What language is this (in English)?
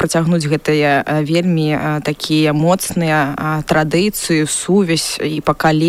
Belarusian